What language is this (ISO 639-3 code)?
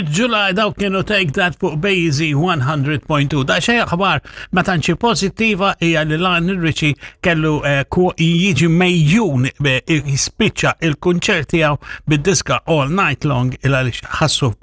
mlt